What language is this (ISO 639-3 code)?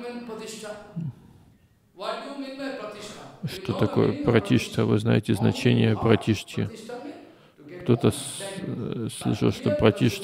rus